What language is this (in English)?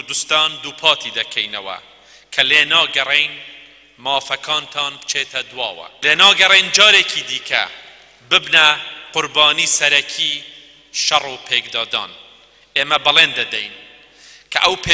Central Kurdish